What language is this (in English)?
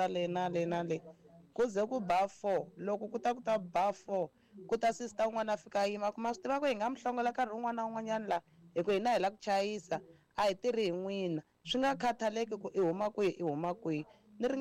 Tsonga